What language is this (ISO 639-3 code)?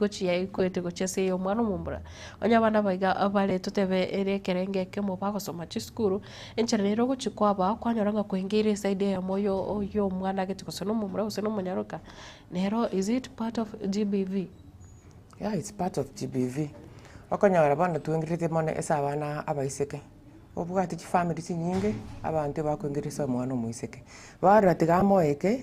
guz